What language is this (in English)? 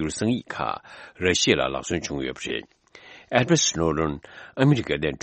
Tibetan